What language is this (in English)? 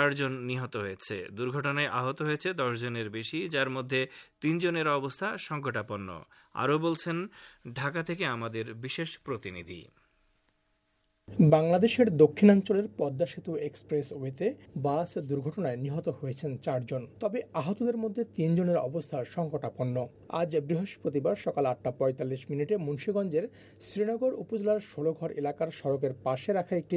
Bangla